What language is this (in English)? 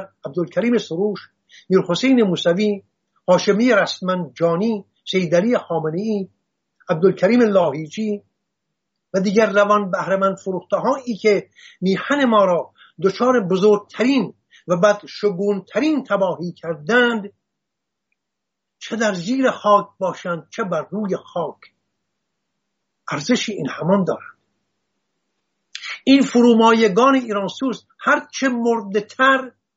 Persian